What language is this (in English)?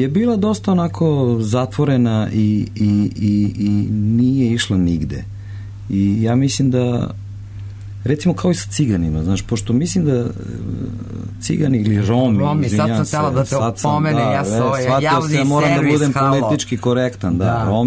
Serbian